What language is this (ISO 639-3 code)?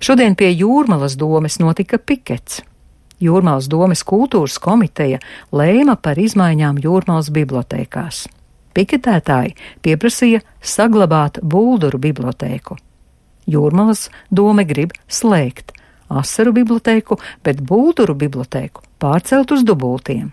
lav